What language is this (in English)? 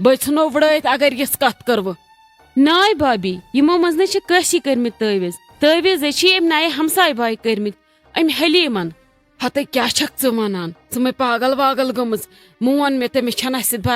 Kashmiri